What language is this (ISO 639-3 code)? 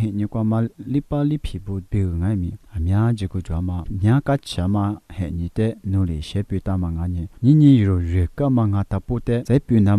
lis